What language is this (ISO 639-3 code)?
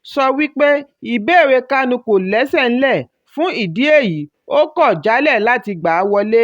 yor